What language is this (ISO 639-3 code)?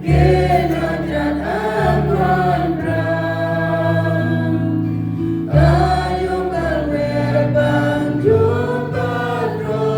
cmo